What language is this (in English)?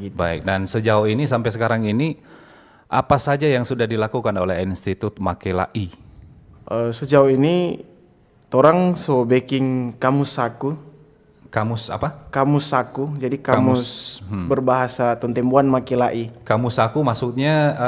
Manado Malay